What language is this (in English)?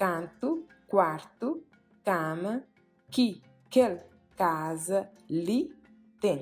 Kabuverdianu